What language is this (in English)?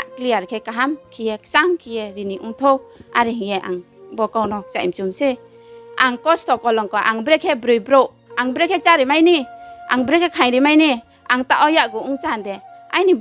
Riang (India)